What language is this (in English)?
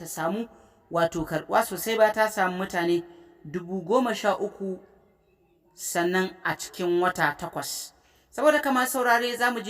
Hausa